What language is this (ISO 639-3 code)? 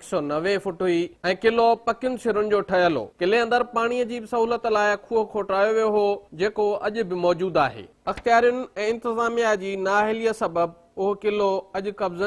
snd